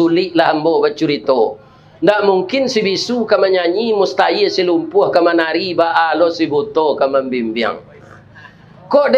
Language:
Minangkabau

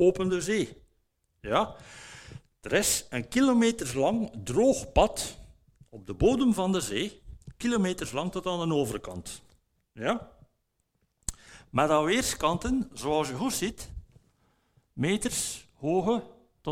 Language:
Dutch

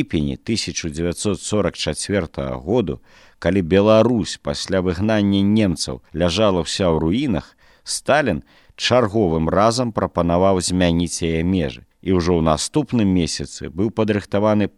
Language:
Belarusian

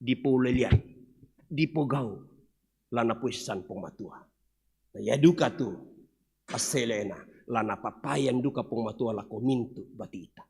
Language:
Toraja-Sa'dan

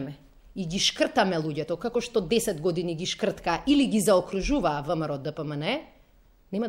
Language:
Macedonian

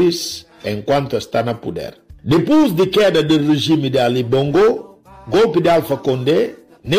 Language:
Upper Guinea Crioulo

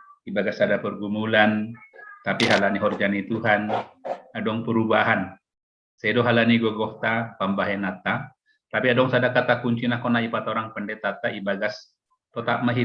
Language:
Batak Simalungun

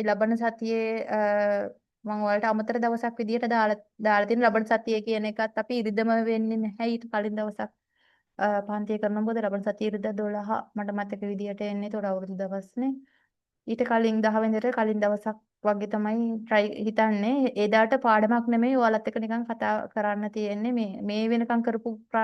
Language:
Sinhala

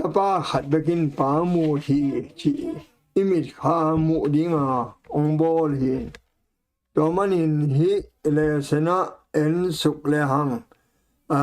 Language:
Tedim Chin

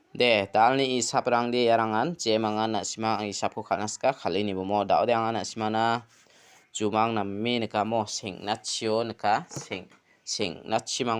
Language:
Garo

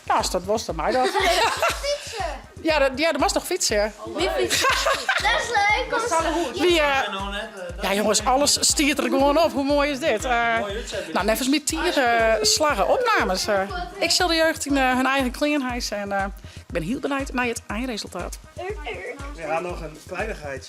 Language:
Western Frisian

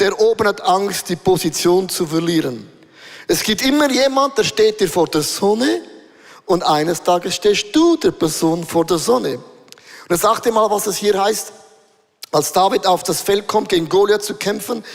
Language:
Swiss German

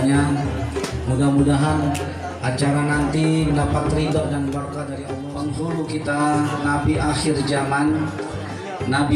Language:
Betawi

